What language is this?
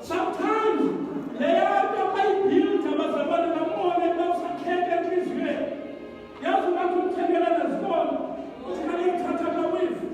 Xhosa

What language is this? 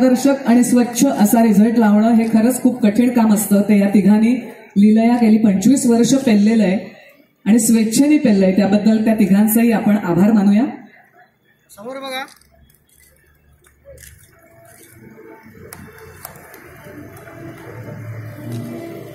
Marathi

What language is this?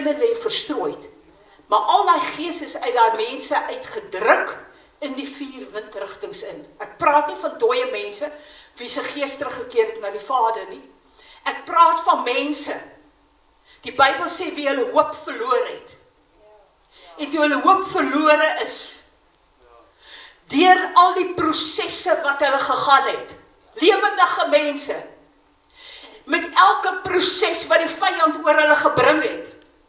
Afrikaans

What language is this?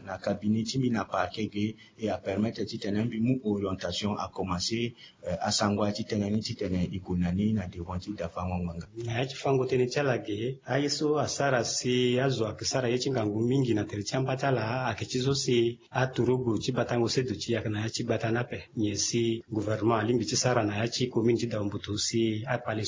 Sango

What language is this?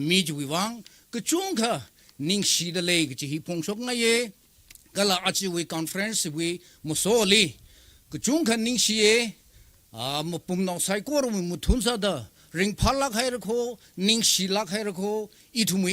Tangkhul Naga (India)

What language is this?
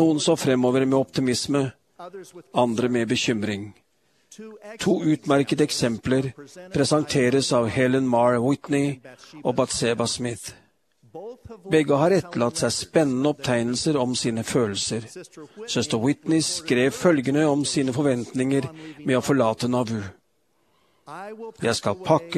Norwegian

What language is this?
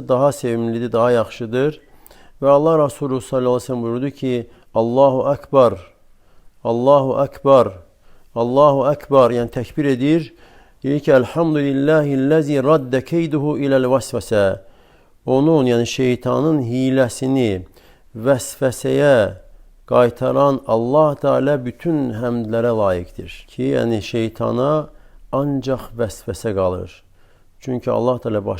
Azerbaijani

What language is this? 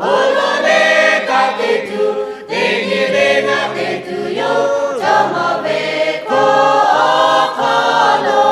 Lahu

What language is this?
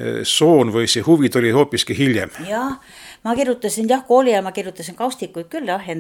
Estonian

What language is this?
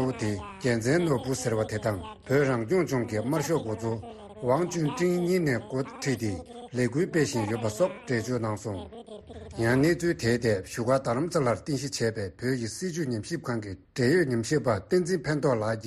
Tibetan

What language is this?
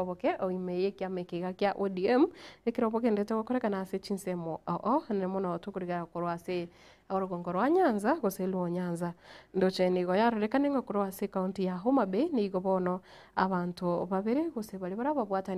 Gusii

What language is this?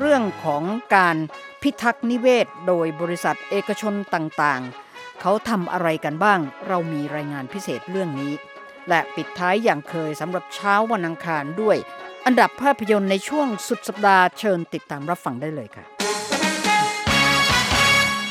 Thai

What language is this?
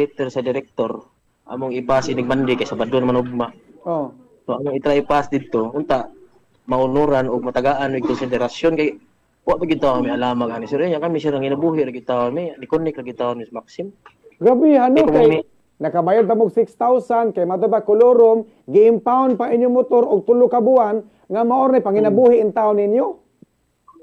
Cebuano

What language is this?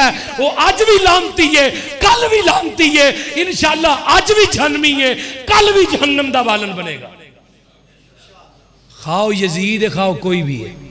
Urdu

